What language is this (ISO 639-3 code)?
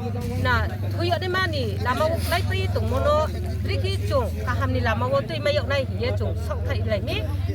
ria